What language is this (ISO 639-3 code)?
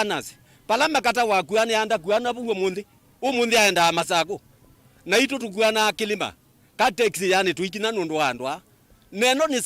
kam